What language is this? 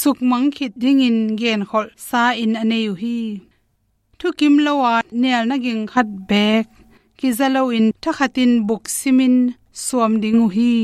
Tedim Chin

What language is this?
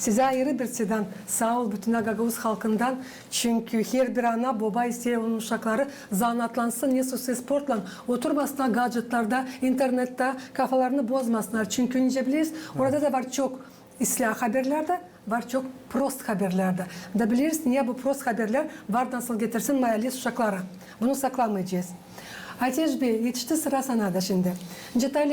Gagauz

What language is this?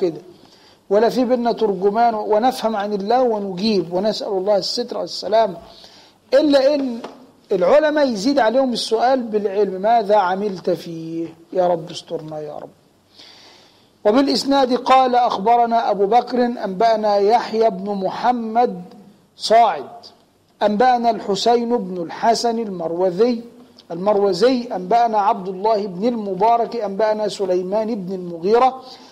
Arabic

